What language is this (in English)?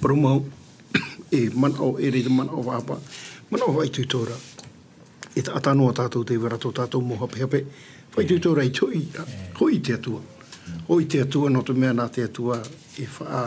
Tahitian